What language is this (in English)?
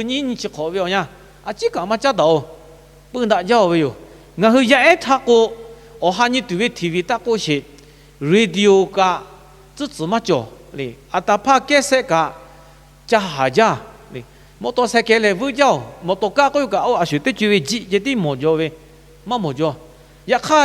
Lahu